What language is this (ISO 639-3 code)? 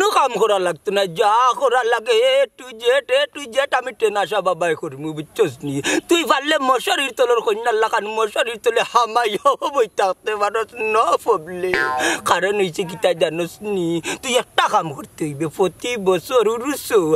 syl